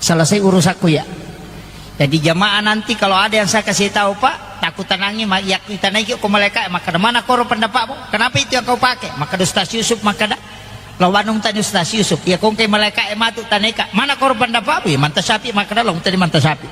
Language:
Buginese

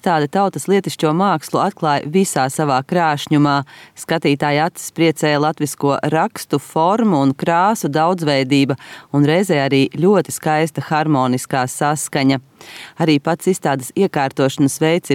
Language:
Latvian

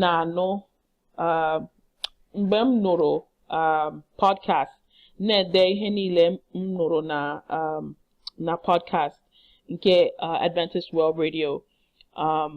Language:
Igbo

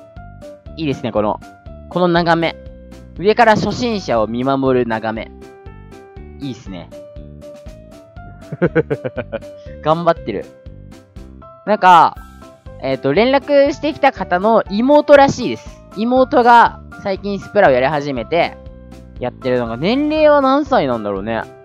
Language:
Japanese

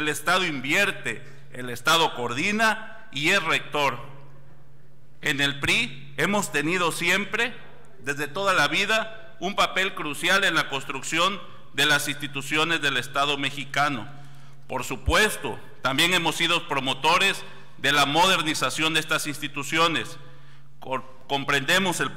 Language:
Spanish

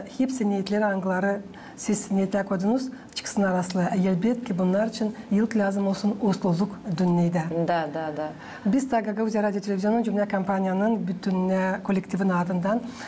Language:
Gagauz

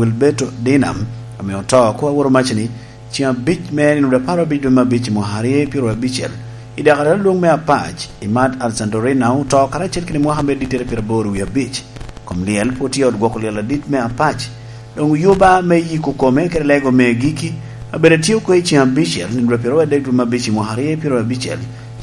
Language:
Lango (Uganda)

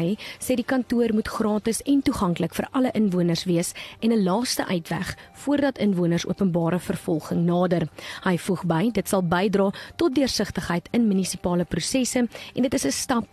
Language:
Afrikaans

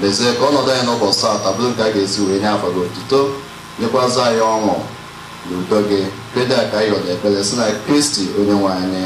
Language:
Igbo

